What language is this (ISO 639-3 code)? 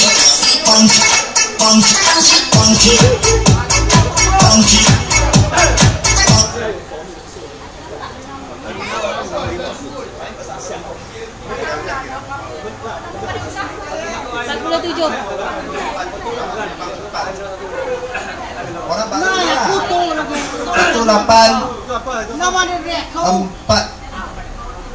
msa